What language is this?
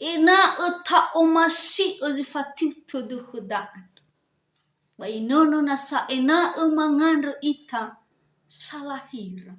Nias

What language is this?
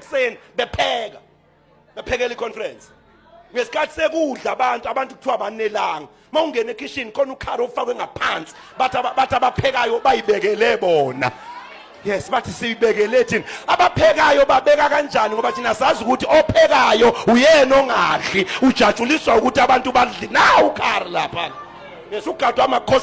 Zulu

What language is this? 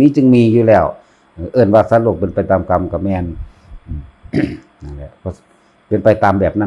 Lao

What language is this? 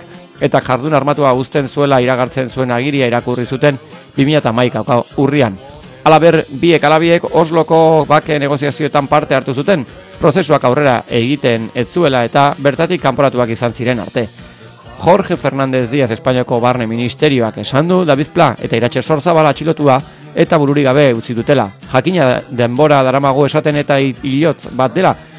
Basque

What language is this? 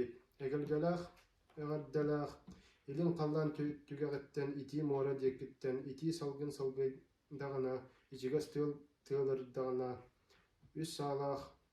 Yakut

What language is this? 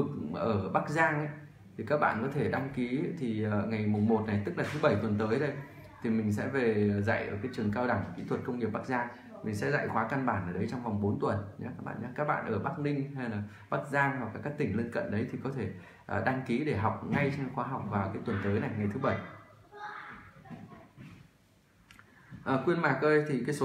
Vietnamese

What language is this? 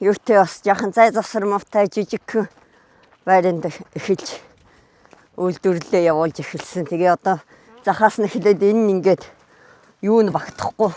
Mongolian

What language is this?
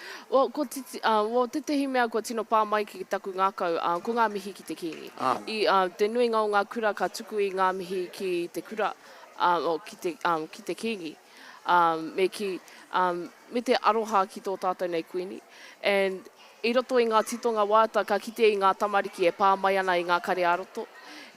Māori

